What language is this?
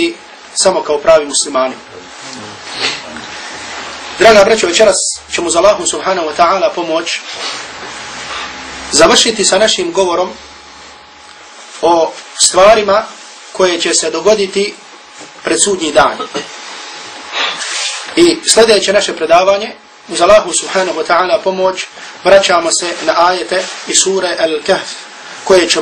Bosnian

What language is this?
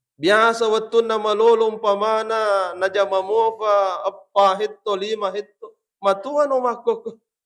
Buginese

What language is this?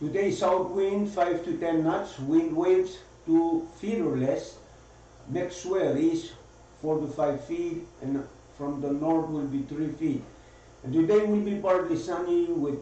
Pohnpeian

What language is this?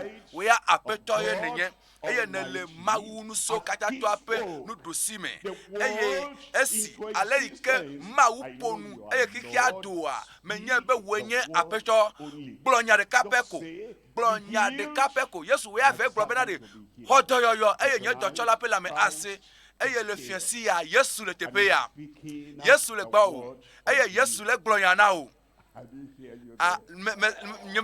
Ewe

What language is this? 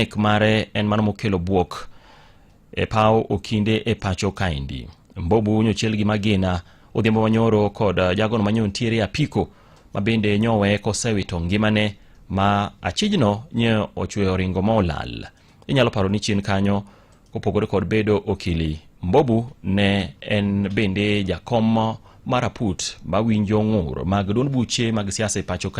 Luo (Kenya and Tanzania)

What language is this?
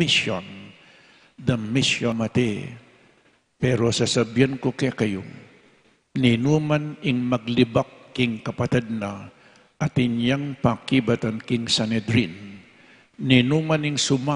Pampanga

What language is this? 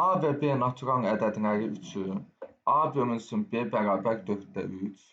Azerbaijani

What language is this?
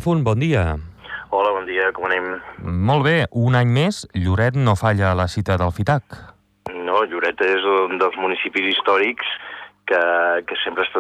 Catalan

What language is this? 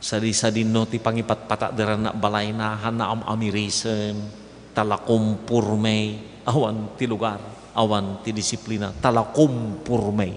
Iloko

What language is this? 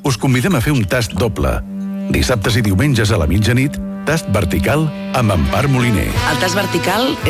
Catalan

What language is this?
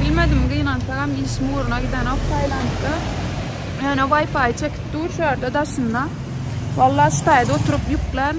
Turkmen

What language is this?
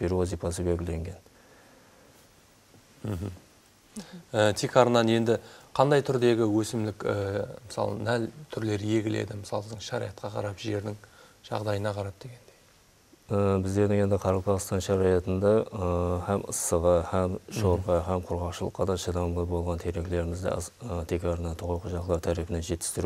Kara-Kalpak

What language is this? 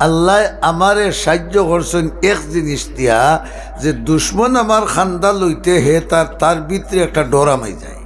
Sylheti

